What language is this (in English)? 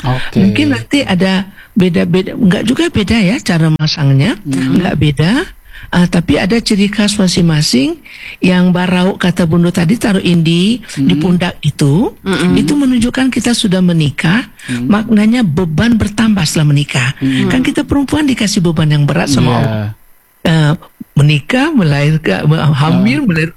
Indonesian